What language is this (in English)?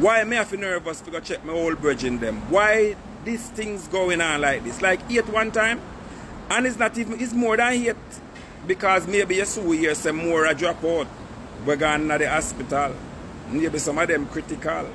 Jamaican Creole English